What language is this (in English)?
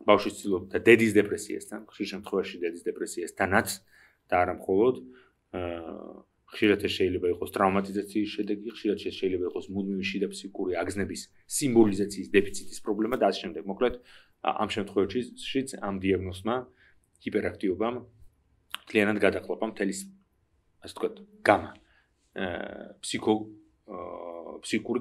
Georgian